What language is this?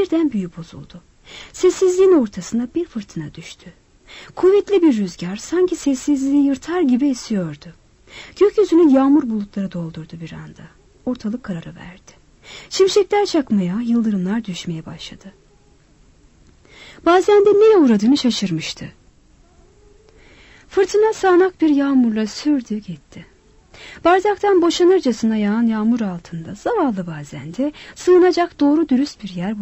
Turkish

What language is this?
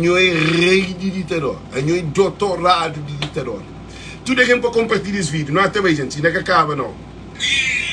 Kabuverdianu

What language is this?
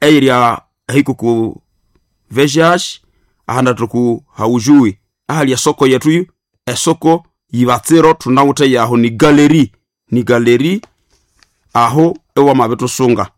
Nande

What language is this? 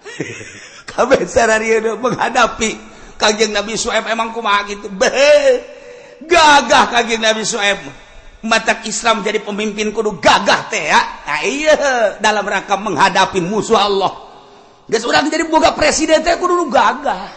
Sundanese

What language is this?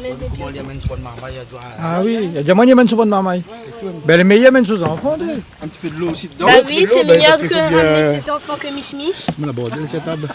Réunion Creole French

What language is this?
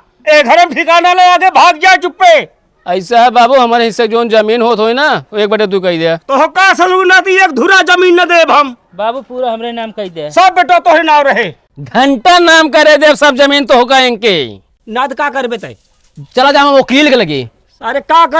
Awadhi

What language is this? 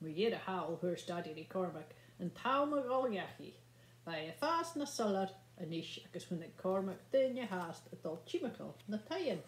Scottish Gaelic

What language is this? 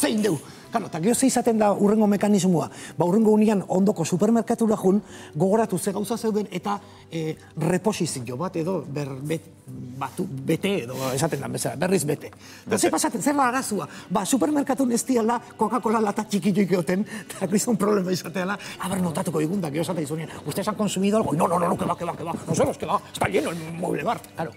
Basque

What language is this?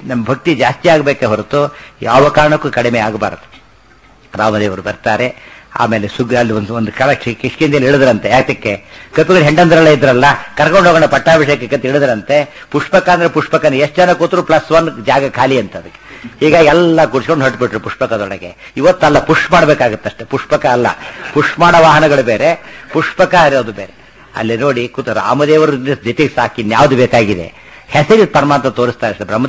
Kannada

